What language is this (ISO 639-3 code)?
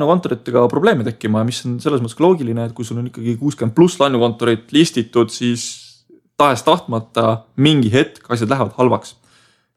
est